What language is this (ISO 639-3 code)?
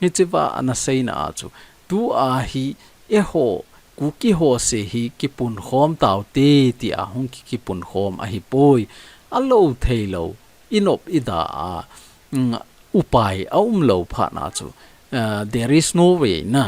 tcz